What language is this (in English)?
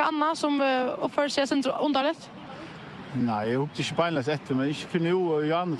Faroese